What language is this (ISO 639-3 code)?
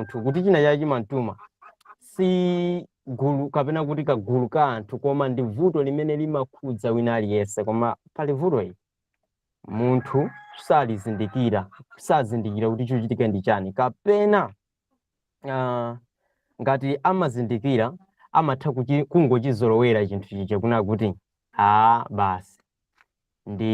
nya